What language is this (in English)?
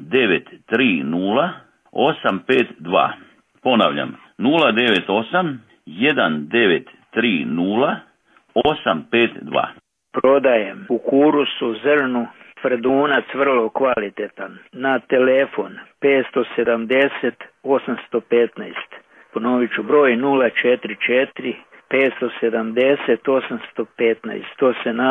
Croatian